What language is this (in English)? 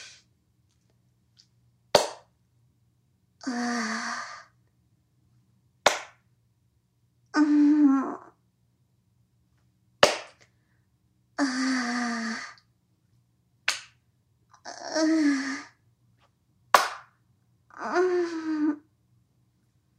Japanese